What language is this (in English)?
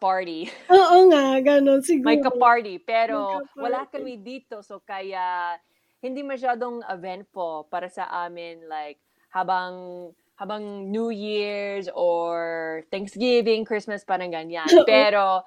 Filipino